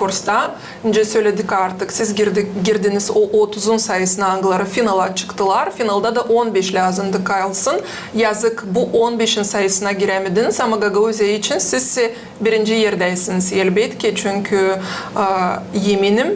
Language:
Gagauz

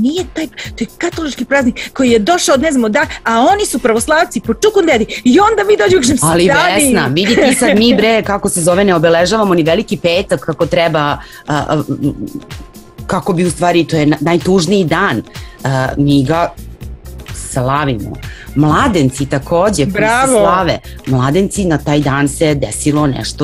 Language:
Serbian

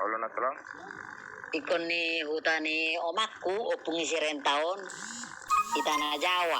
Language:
Batak Toba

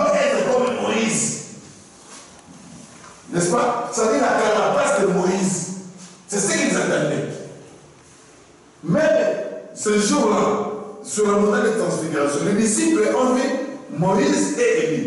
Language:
French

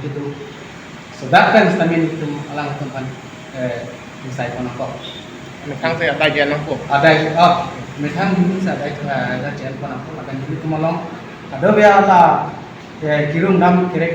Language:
Karbi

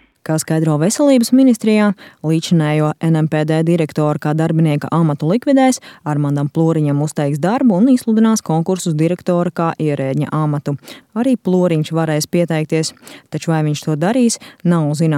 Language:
Latvian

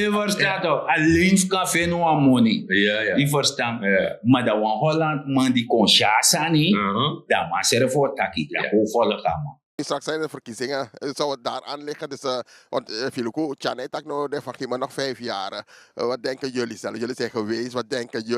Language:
Sranan Tongo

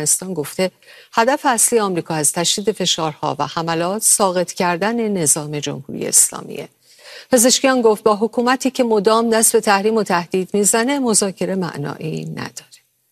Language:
Persian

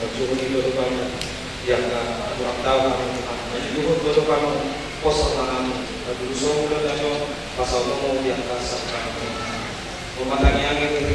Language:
Batak Toba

